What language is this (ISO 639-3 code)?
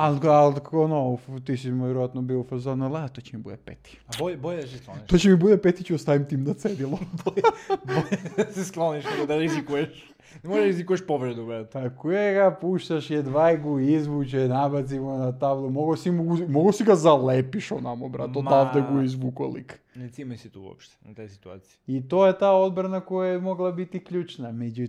srp